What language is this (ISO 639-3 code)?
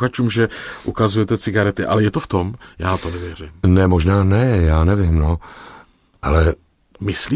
ces